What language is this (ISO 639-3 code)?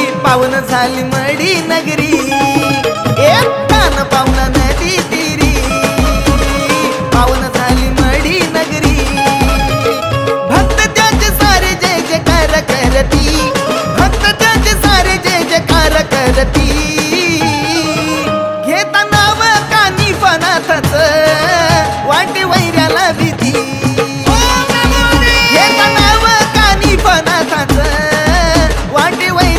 mar